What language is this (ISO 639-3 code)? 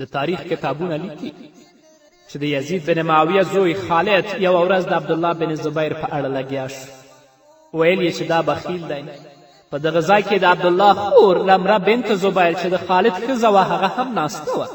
pus